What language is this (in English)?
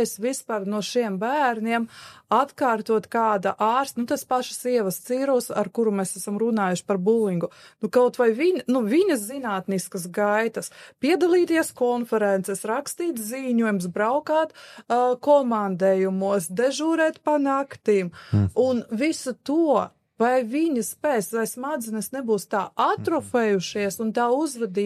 Latvian